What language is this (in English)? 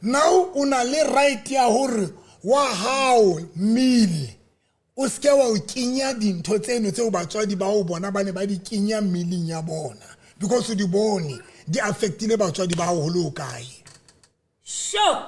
Southern Sotho